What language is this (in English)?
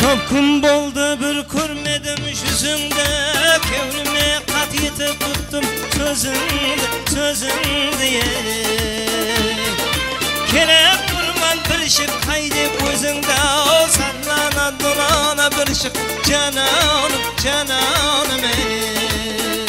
Kara-Kalpak